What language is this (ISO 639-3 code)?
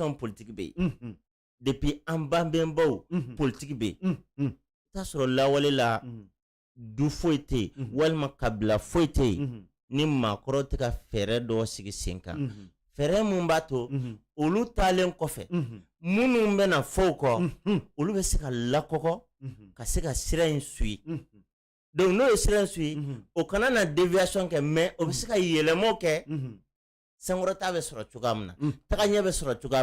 bam